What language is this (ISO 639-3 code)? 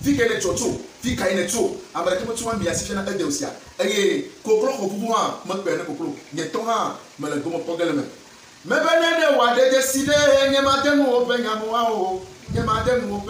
ewe